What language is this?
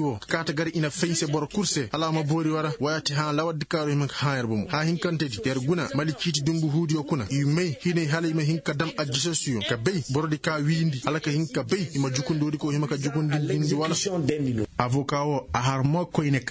Koyraboro Senni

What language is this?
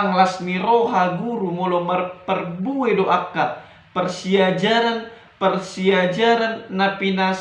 Batak Toba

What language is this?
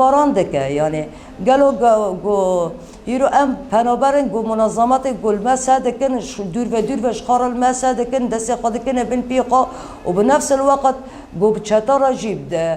Kurdish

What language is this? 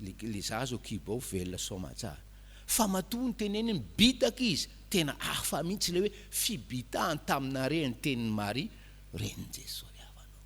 Malagasy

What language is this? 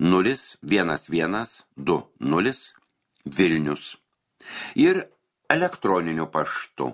Lithuanian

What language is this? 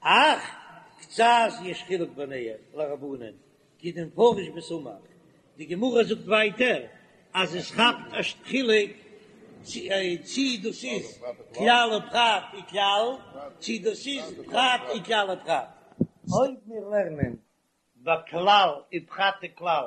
Yiddish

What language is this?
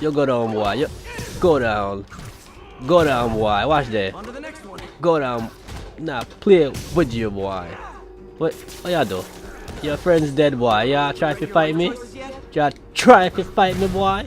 Jamaican Creole English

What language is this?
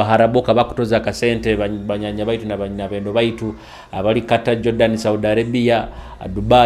Nyoro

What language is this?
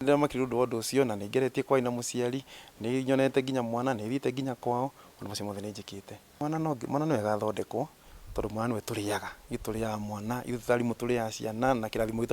Kikuyu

